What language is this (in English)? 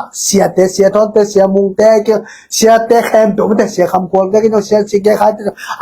Tedim Chin